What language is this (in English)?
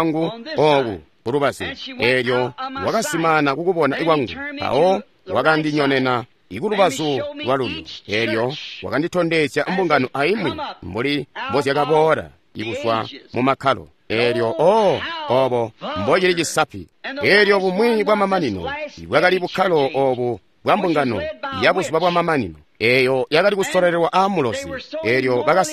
Tonga (Zambia)